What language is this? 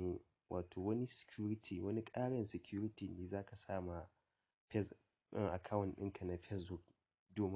Hausa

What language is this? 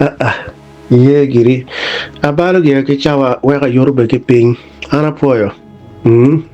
Acoli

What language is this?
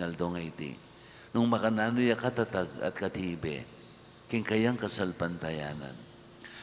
Pampanga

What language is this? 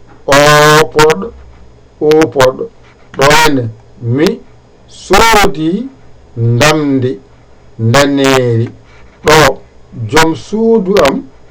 Fula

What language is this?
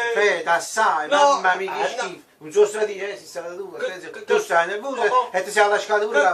Neapolitan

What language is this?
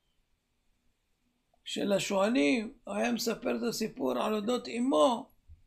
Hebrew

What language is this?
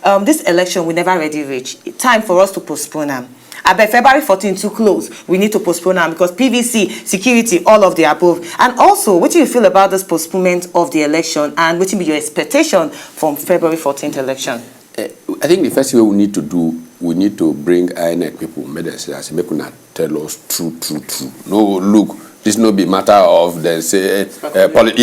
Nigerian Pidgin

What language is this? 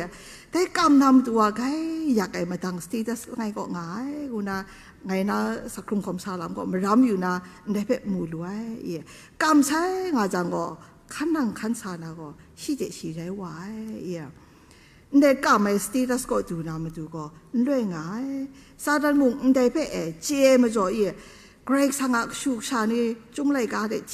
Kachin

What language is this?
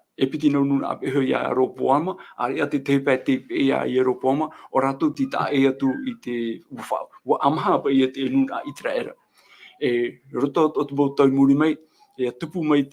Tahitian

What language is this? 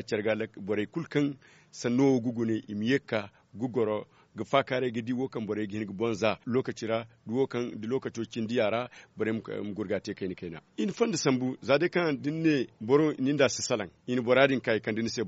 Zarma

